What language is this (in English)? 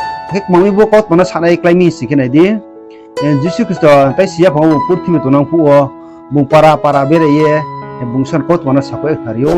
Riang (India)